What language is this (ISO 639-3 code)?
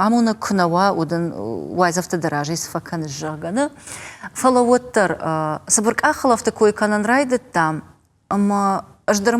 oss